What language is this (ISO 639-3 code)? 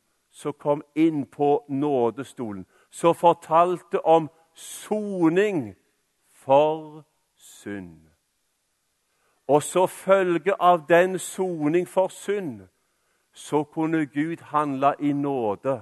nor